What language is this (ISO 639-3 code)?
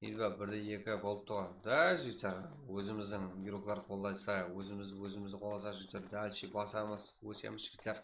kaa